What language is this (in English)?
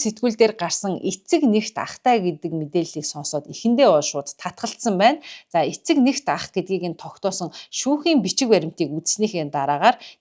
Mongolian